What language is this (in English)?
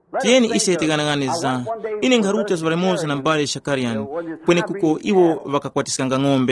Tumbuka